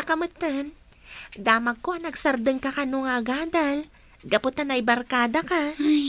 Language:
Iloko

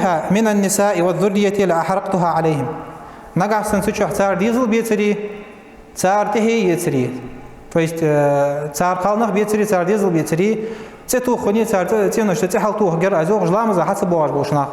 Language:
Ingush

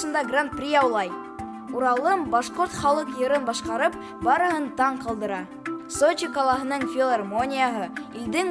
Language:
Bashkir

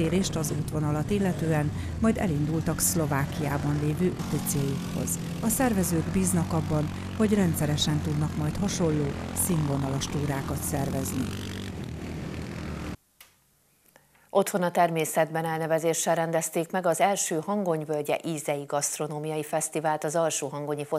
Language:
Hungarian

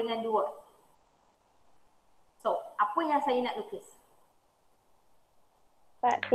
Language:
Malay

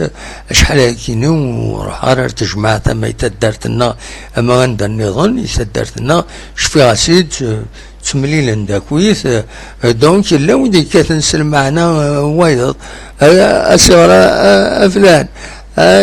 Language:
Kabyle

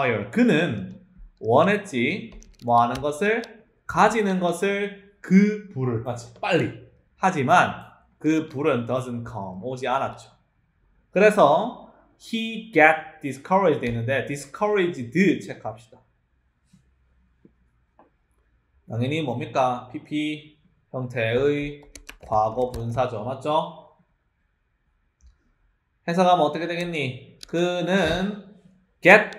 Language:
Korean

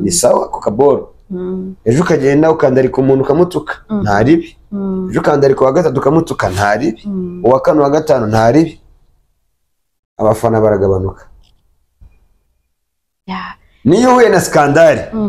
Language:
Kinyarwanda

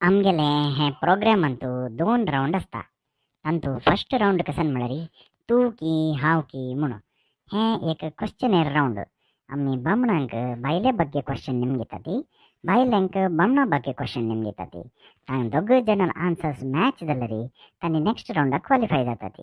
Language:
Konkani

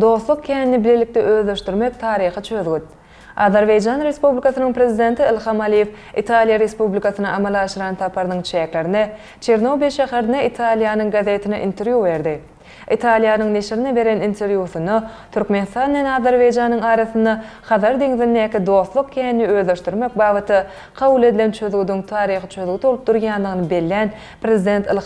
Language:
Turkmen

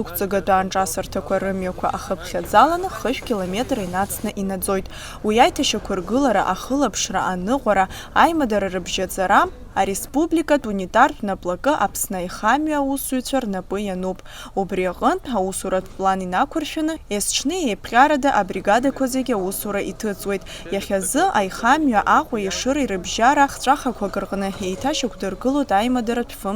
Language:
Abkhazian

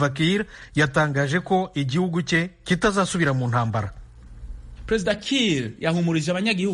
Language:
Kinyarwanda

